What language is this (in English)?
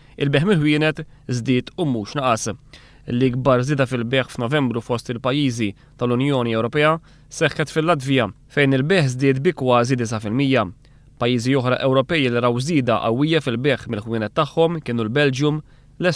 Maltese